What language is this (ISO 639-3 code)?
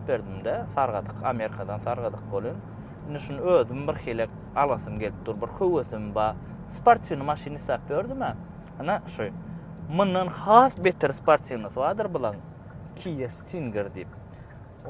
tuk